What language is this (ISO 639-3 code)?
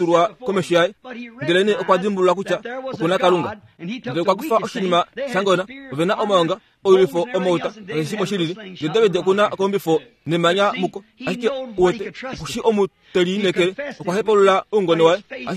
kua